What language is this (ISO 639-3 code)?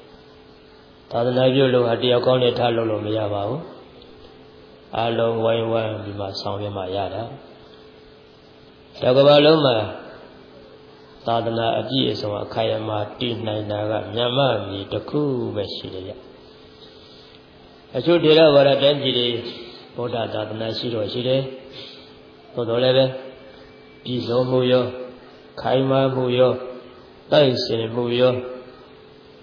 mya